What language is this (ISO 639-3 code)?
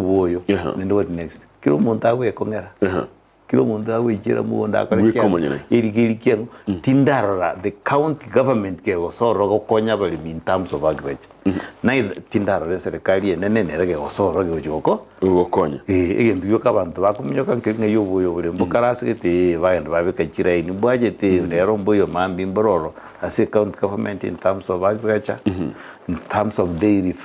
guz